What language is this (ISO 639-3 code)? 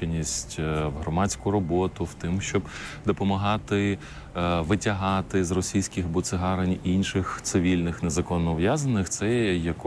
ukr